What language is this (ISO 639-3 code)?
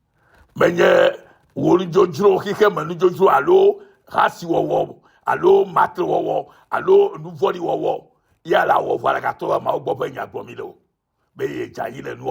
ewe